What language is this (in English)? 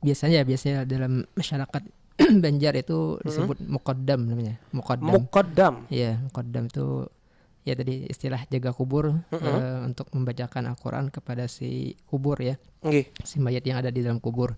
Banjar